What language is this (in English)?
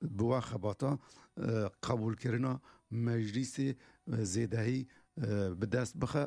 Kurdish